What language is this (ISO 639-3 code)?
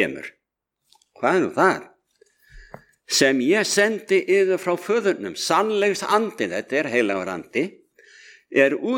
isl